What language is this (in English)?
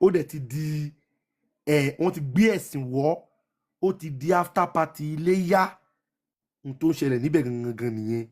Yoruba